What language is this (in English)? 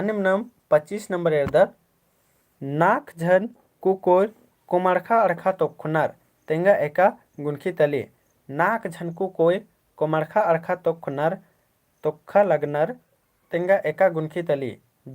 Kurukh